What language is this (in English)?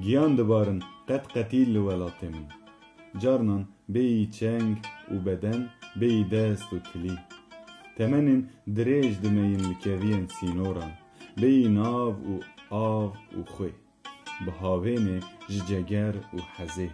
Kurdish